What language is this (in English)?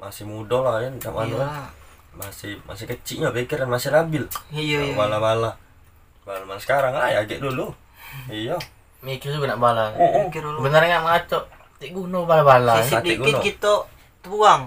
Musi